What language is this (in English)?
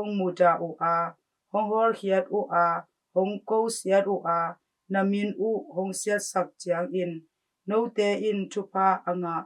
Tedim Chin